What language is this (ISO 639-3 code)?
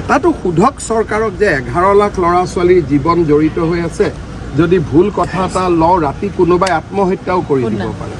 asm